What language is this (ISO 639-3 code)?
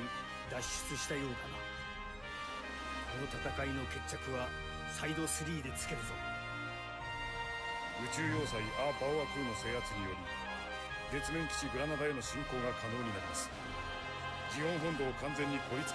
jpn